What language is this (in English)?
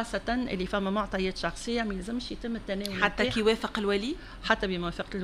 Tunisian Arabic